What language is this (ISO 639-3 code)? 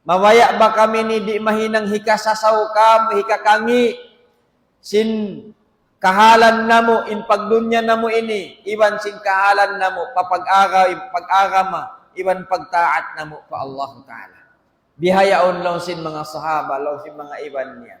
tsg